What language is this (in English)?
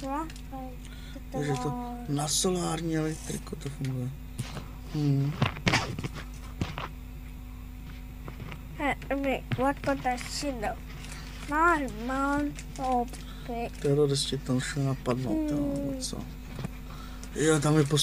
Czech